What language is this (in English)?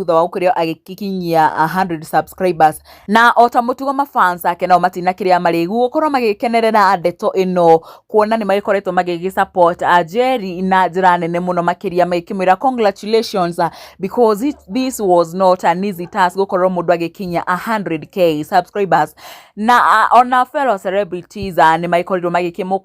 Kikuyu